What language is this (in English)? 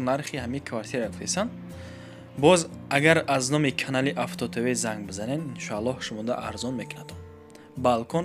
Tajik